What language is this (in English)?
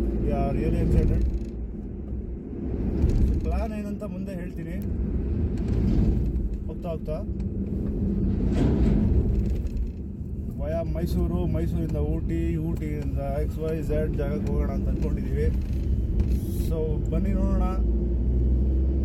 Kannada